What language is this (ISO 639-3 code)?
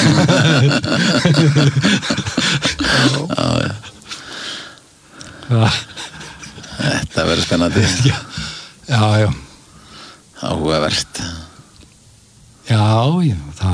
isl